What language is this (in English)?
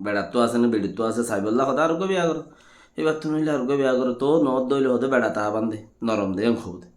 Rohingya